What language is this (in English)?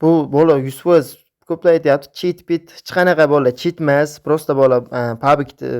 Uzbek